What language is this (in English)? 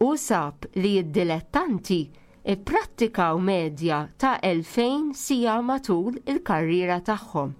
Maltese